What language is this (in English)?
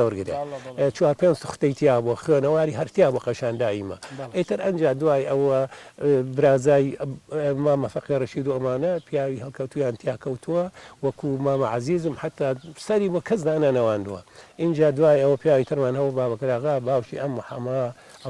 Central Kurdish